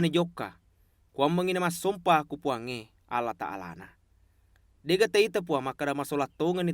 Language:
Buginese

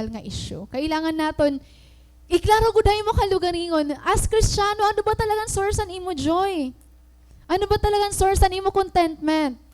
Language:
Waray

